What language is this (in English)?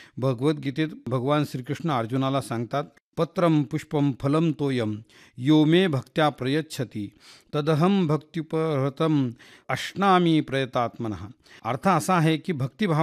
Marathi